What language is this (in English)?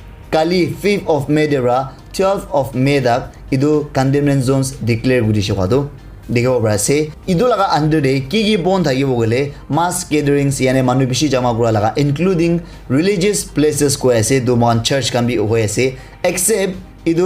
Naga Pidgin